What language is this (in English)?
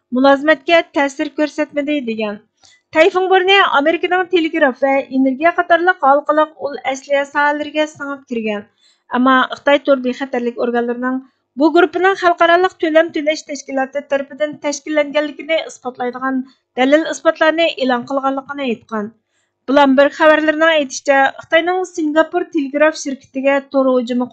Uyghur